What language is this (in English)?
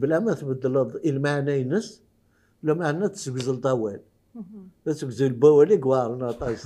Kabyle